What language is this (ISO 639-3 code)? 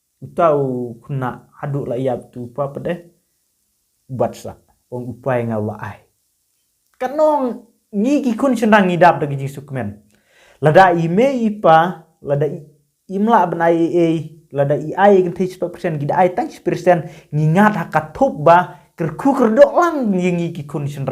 kha